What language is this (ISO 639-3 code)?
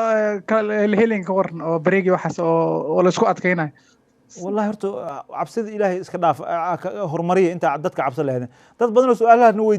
som